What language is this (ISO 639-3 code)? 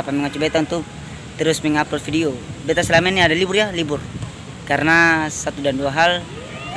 abs